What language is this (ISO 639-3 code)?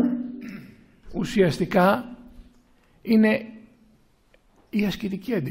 ell